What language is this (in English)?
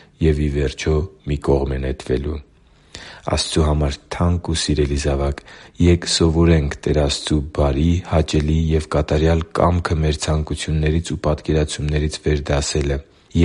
Armenian